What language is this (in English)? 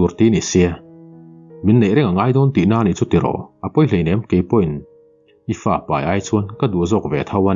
Mizo